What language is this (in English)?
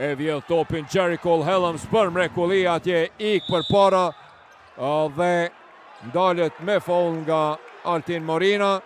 Albanian